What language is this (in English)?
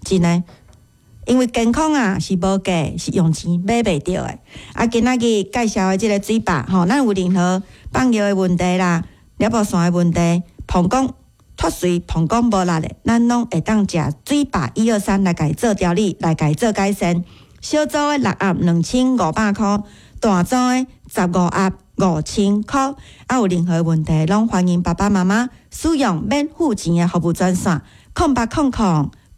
Min Nan Chinese